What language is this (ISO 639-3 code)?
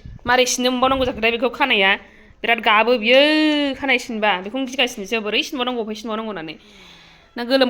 brx